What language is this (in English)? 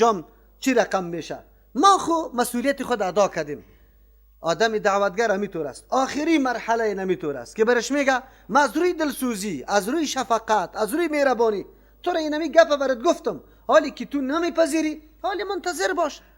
Persian